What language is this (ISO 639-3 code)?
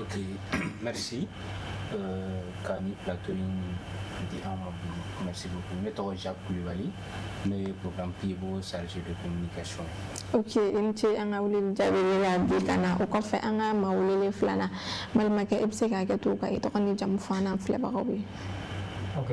bam